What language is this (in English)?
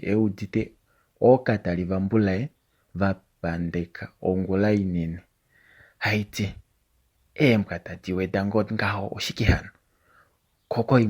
Kuanyama